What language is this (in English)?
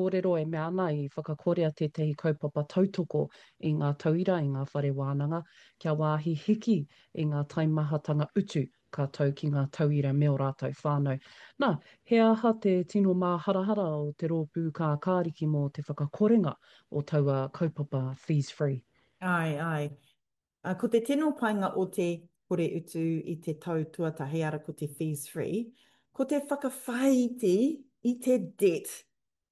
Māori